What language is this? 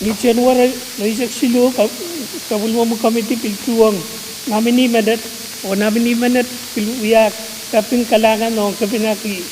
Pohnpeian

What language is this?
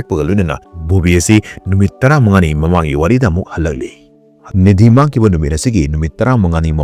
Manipuri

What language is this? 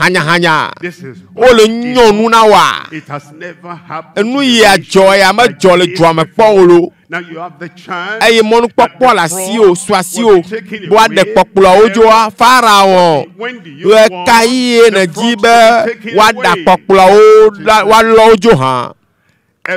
Ewe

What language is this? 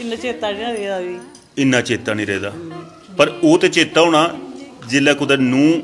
Dogri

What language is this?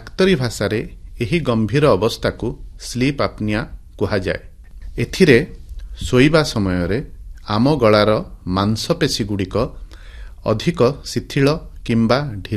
Odia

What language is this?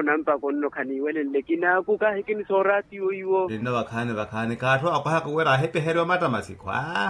Makhuwa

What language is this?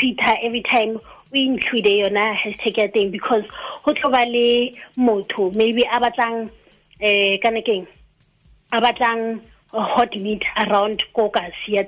Tswana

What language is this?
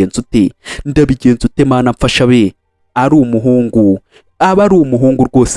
Kinyarwanda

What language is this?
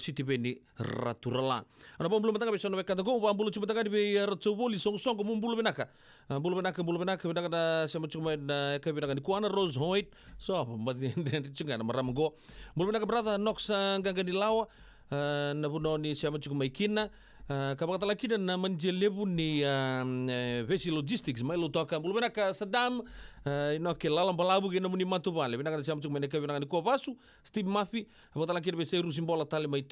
Fijian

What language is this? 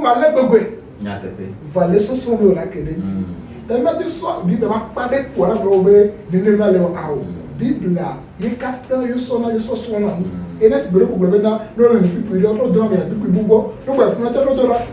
Ewe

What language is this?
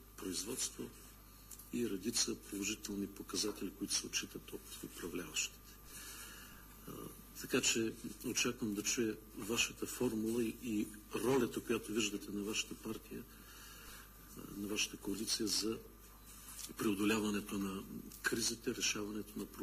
Bulgarian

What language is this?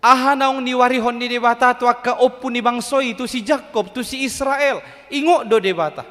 Batak Toba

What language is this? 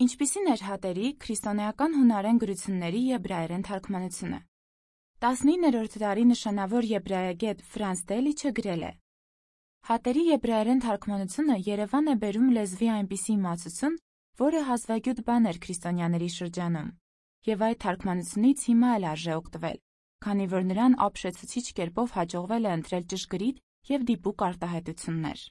Armenian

